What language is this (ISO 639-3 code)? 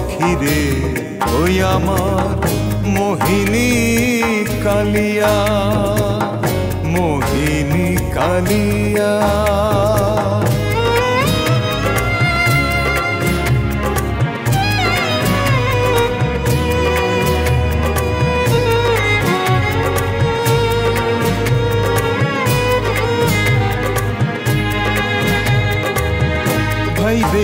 ben